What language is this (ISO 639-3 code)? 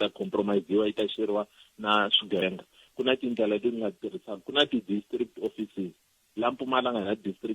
tso